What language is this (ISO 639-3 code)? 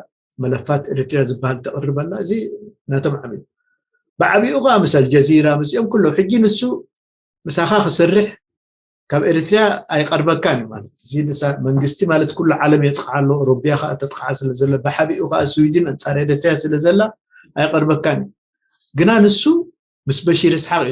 tir